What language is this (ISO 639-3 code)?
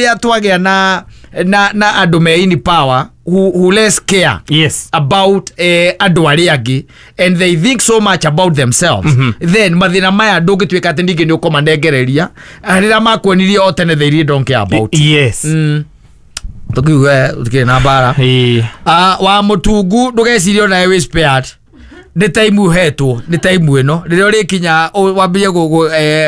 kik